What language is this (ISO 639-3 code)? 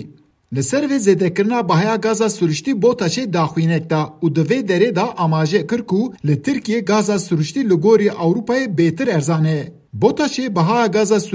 kur